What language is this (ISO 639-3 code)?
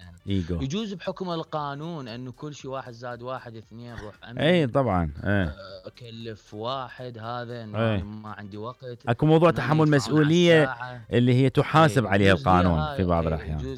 acm